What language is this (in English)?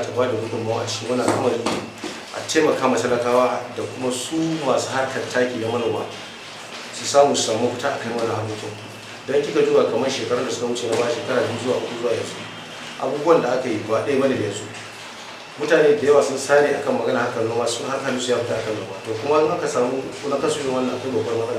Hausa